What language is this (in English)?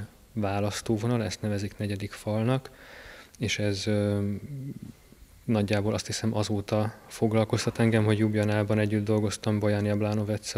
Hungarian